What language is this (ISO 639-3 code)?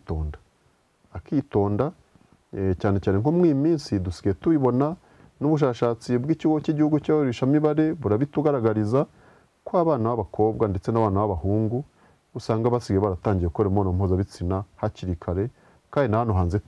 kin